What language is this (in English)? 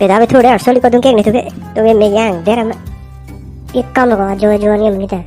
Karbi